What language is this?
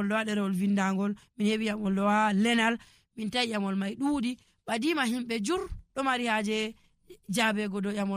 Nigerian Fulfulde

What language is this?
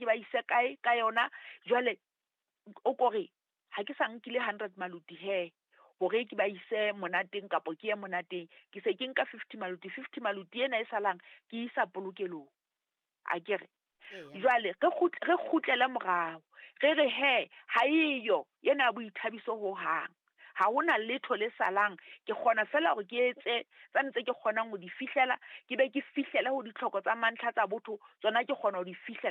Southern Sotho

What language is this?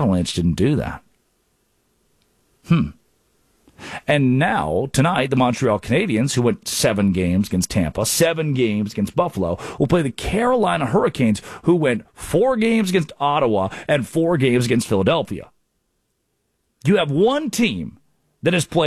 English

